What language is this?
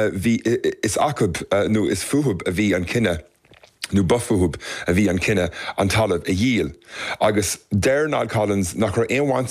Irish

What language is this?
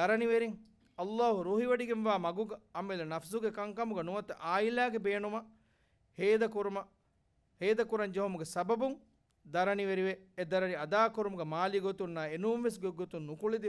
Divehi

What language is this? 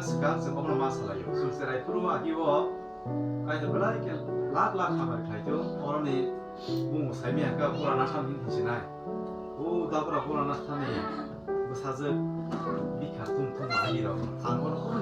Kok Borok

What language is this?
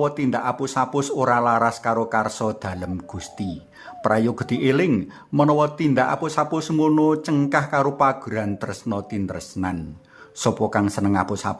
Javanese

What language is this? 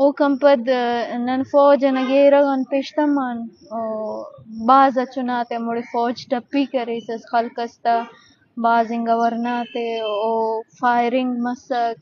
Eastern Balochi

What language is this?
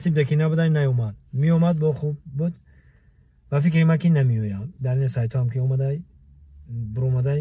Tajik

